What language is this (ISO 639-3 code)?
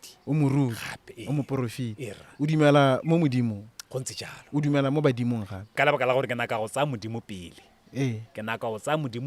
tsn